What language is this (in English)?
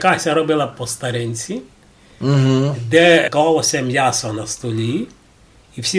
Rusyn